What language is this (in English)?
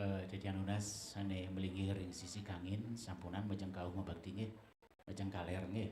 Balinese